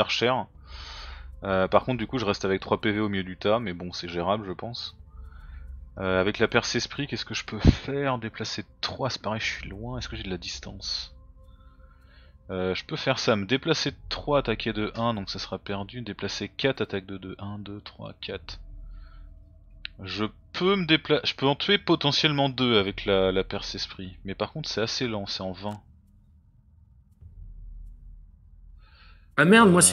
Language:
French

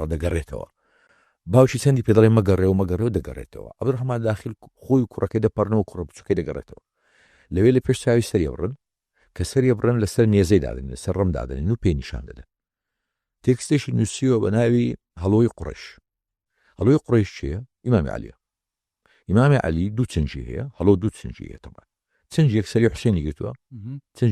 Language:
Central Kurdish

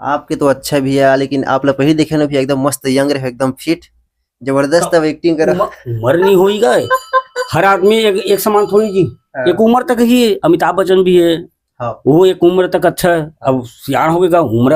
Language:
Chhattisgarhi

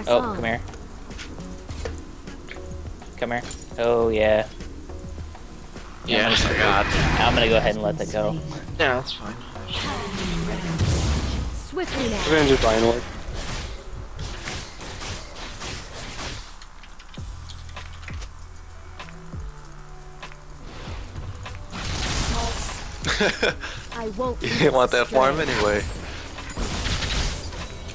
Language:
English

